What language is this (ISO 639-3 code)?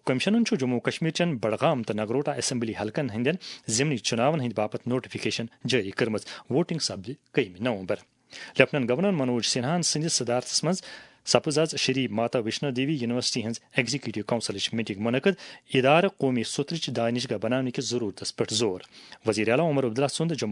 kas